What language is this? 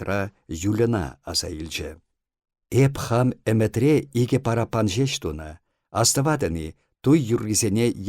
Chuvash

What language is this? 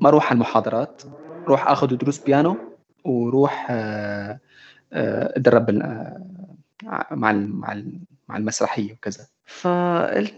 North Levantine Arabic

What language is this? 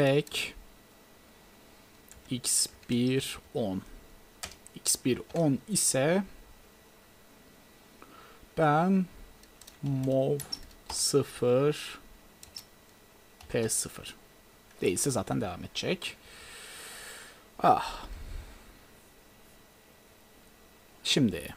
Turkish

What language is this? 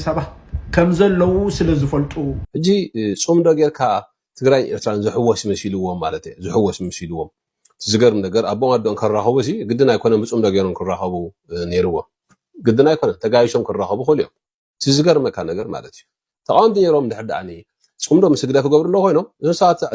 Tigrinya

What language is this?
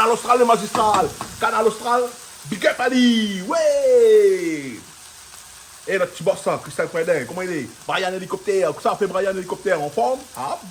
Réunion Creole French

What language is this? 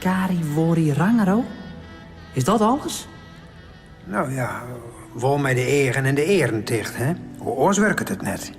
Western Frisian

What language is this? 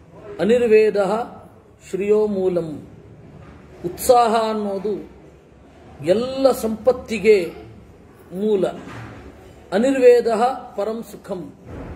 Kannada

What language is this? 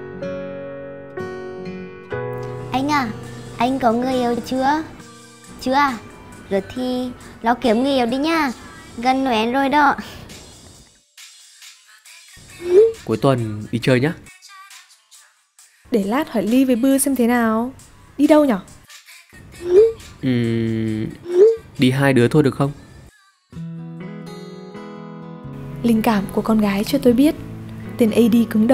Vietnamese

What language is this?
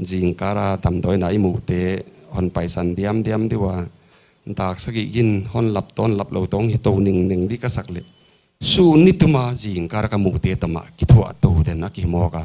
Paite Chin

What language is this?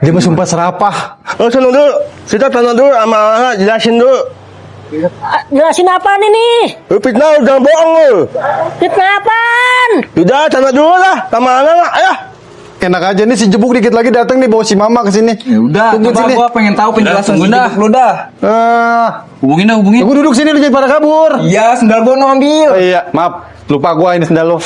Betawi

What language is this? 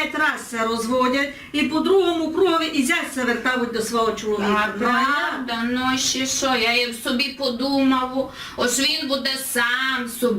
Rusyn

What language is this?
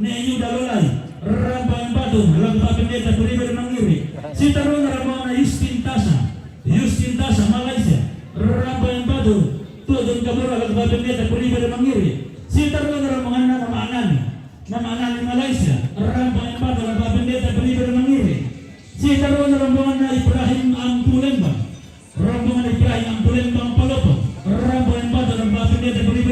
Toraja-Sa'dan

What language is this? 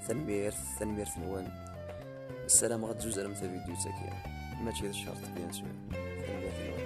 Kabyle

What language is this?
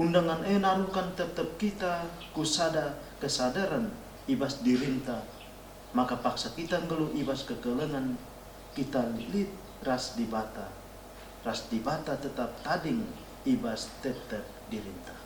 Batak Karo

